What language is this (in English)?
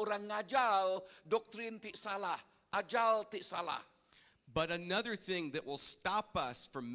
Iban